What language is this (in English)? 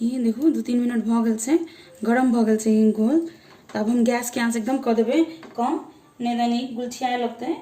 Maithili